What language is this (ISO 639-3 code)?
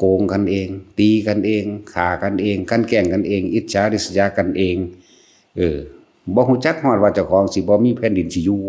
tts